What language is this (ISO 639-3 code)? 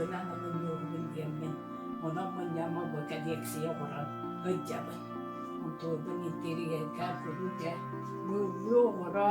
sah